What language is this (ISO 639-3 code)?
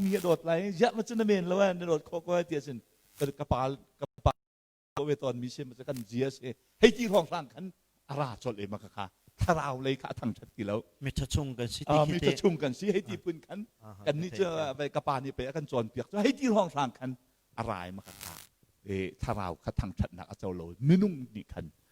cnh